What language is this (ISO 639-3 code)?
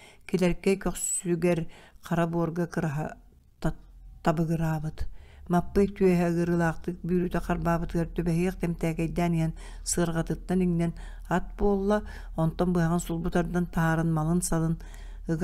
sah